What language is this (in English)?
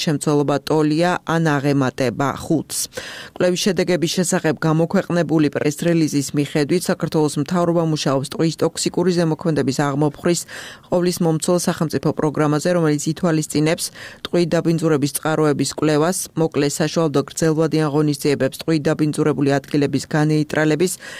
Georgian